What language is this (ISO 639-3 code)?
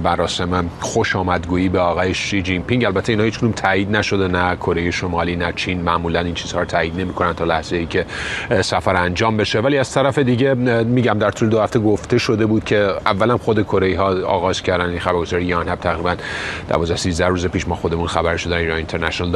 fas